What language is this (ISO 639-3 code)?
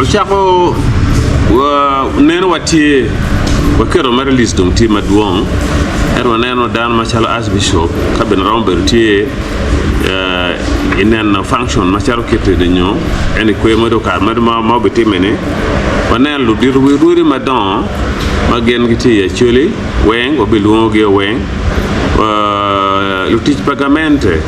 ach